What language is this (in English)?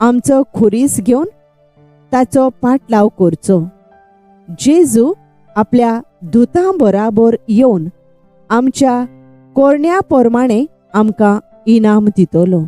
Konkani